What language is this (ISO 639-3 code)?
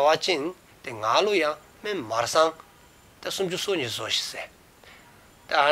dzo